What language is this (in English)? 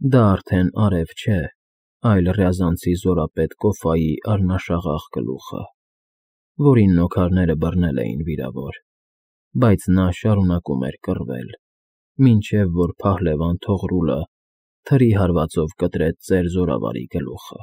Armenian